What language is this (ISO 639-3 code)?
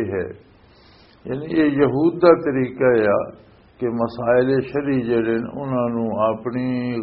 lah